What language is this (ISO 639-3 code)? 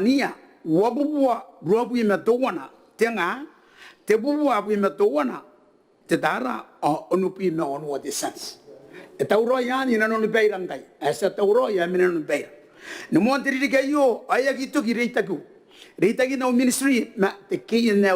gil